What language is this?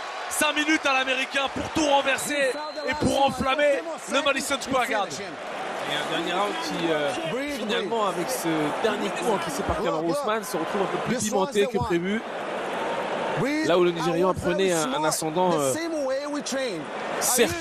French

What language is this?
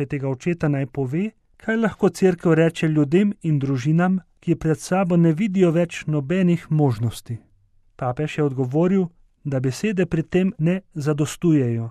Slovenian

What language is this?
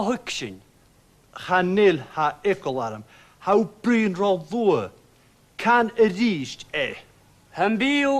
Scottish Gaelic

